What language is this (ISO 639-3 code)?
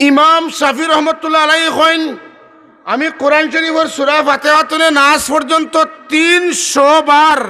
syl